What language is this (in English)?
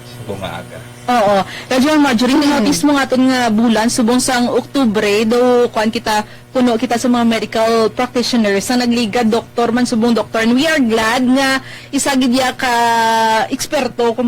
Hiligaynon